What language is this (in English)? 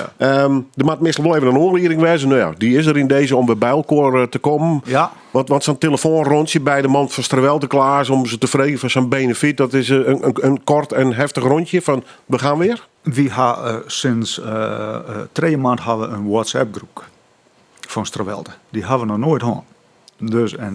Western Frisian